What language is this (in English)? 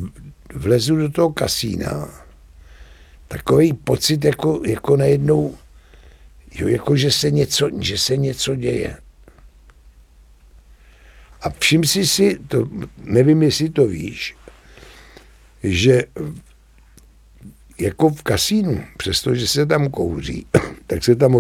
Czech